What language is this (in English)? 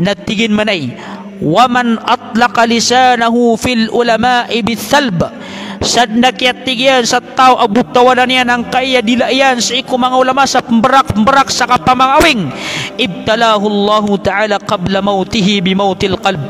Maranao